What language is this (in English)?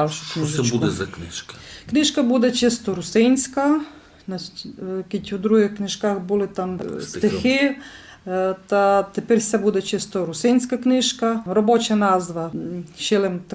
Rusyn